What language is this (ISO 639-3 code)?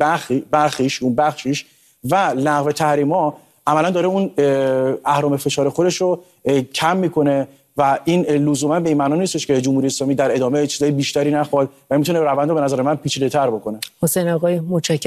fas